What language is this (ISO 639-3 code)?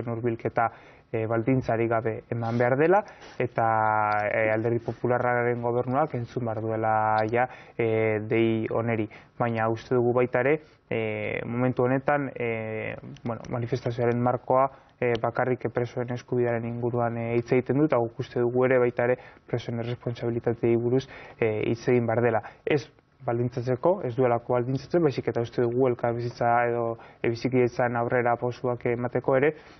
eus